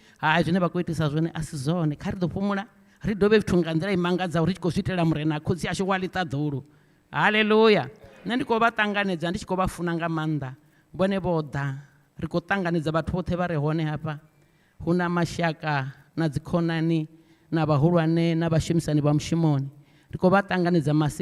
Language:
Venda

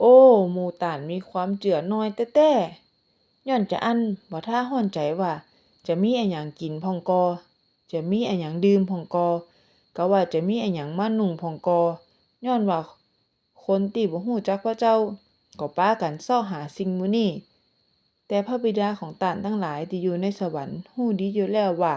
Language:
Northern Thai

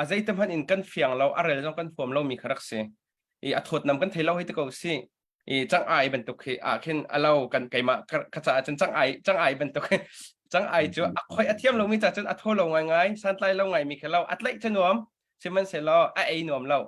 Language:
Hakha Chin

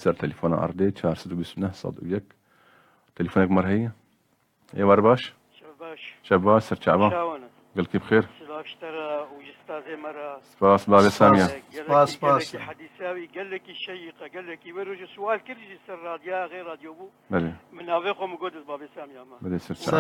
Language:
Kurdish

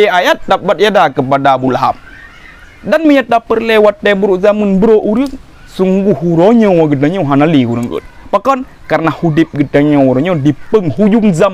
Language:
Achinese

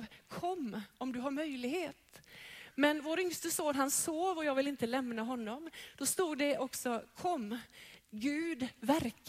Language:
Swedish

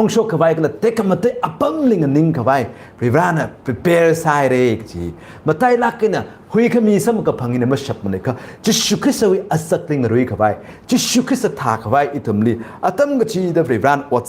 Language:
Tangkhul Naga (India)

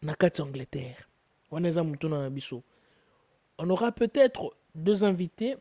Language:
Lingala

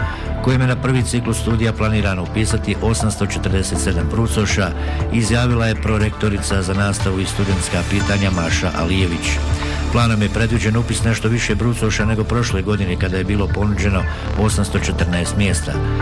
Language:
Bosnian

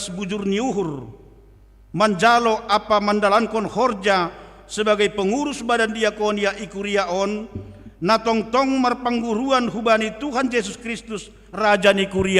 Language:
Batak Simalungun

